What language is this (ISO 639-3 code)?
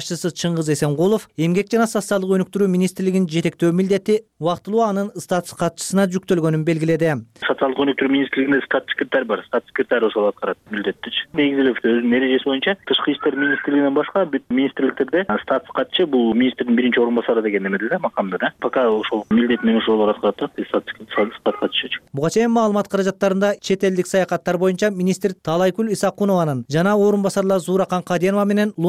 kir